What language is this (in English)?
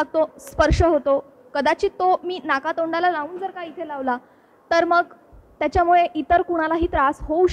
Marathi